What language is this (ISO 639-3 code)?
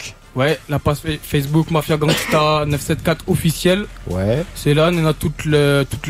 fra